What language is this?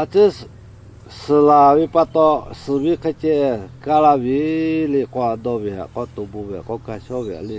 Lahu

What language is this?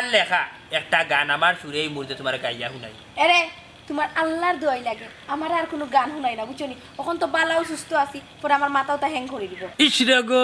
Sylheti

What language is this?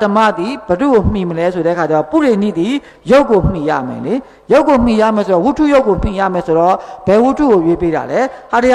Burmese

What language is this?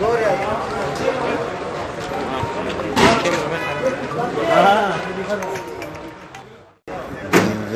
Tajik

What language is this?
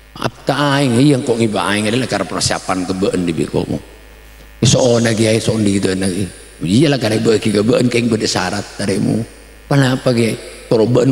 Madurese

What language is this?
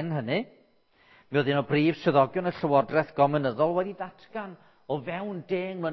Welsh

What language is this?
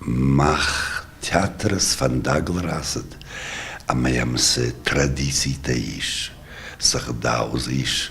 Ossetic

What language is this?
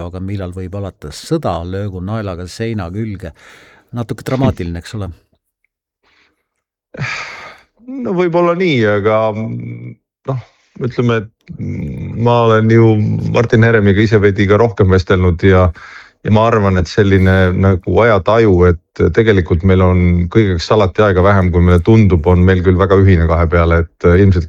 Estonian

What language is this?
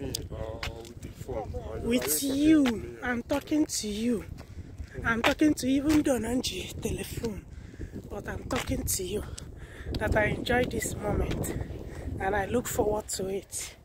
Igbo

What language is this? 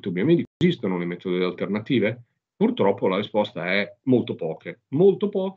Italian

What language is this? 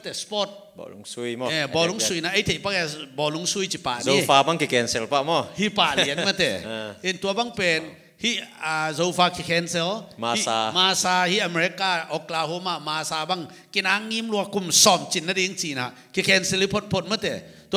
Tedim Chin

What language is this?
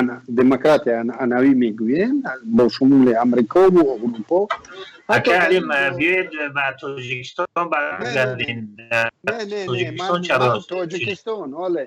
Tajik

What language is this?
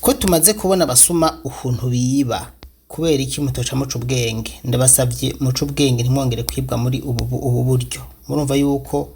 Rundi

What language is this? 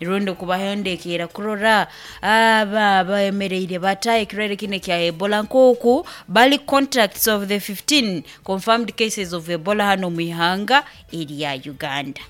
Nyoro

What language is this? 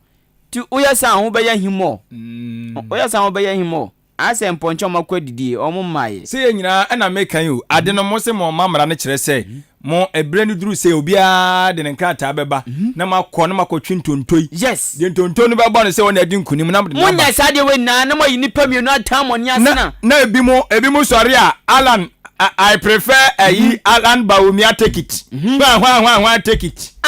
Akan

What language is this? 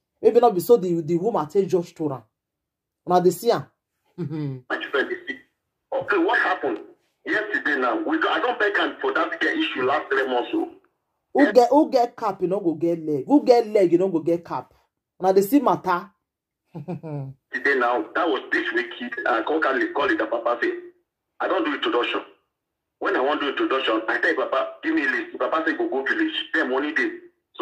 Nigerian Pidgin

